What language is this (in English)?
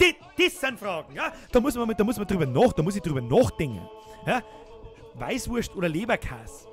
Bavarian